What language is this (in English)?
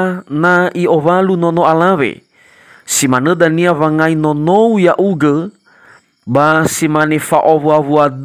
Nias